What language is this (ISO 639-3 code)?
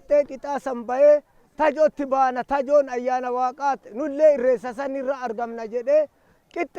orm